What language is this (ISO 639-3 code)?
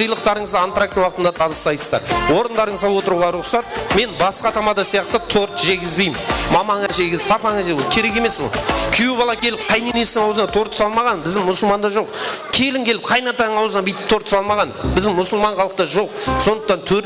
kaa